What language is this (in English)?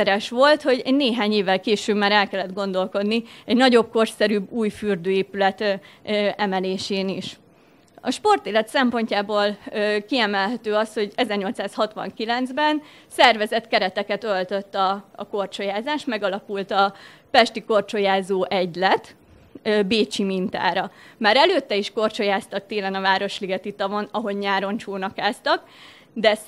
Hungarian